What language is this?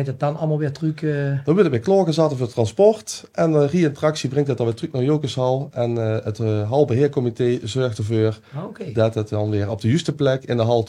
Limburgish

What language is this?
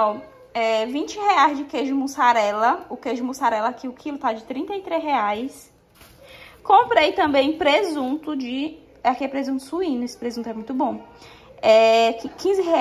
Portuguese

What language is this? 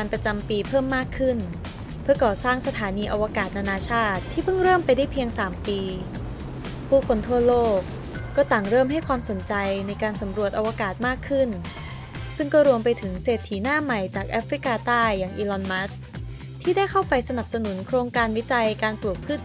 Thai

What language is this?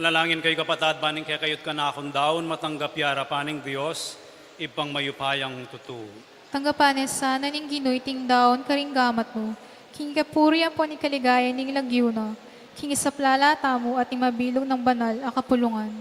Pampanga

